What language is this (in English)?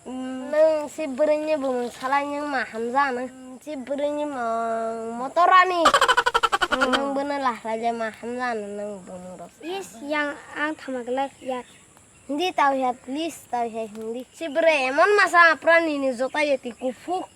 Kok Borok